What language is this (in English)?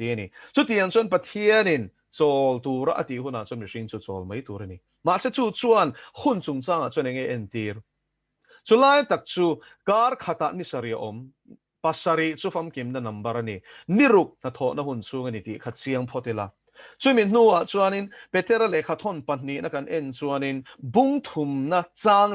Mizo